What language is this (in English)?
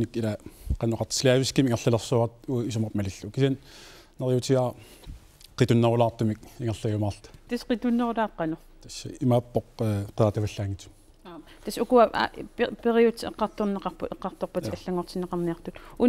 Kalaallisut